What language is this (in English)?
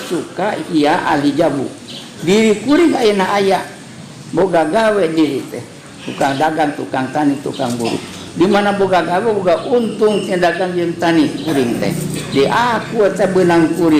Sundanese